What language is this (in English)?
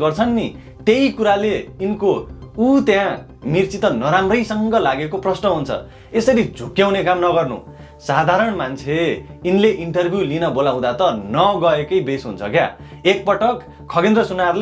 Nepali